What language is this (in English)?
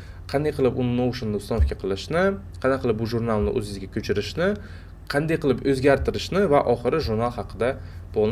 Uzbek